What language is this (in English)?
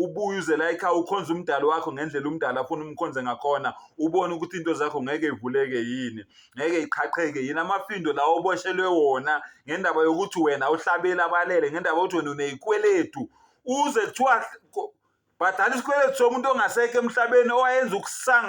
Zulu